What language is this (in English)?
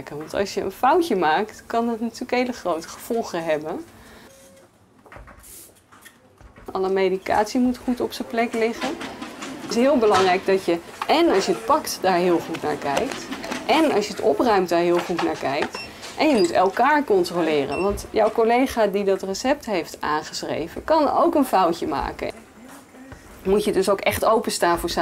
Dutch